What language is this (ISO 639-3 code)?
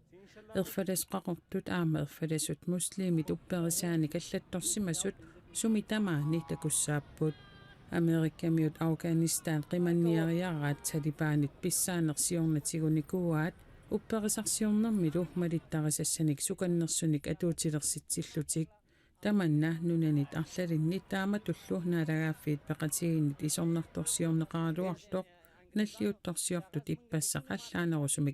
kal